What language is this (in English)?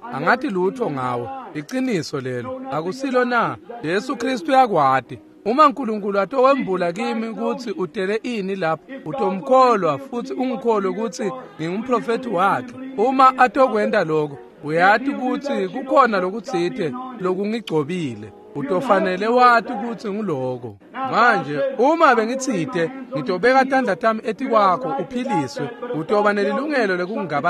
Swati